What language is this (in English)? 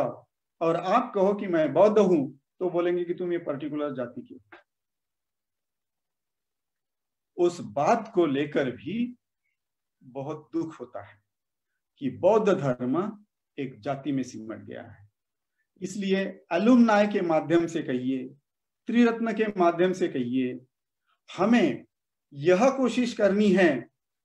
Hindi